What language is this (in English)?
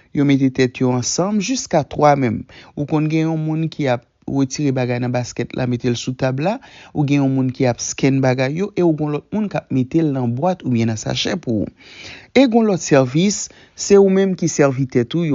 Haitian Creole